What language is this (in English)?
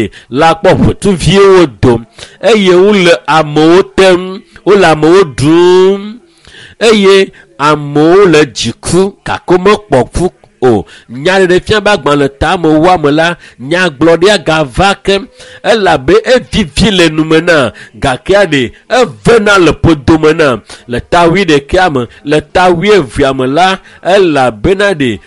Ewe